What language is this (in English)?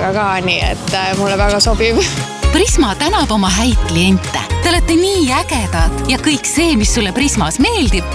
Estonian